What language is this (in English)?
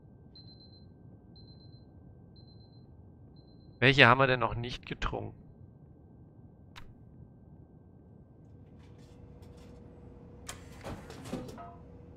German